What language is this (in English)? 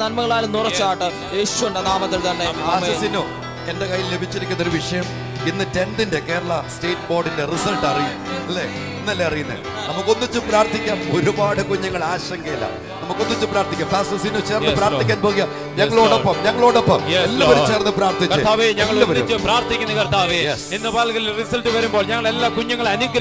Malayalam